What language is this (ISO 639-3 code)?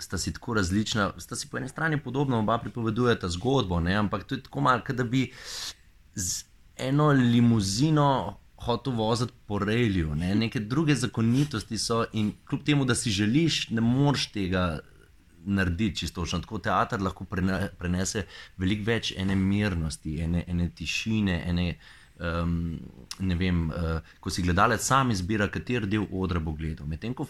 slv